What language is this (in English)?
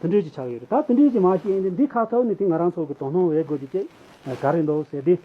Tibetan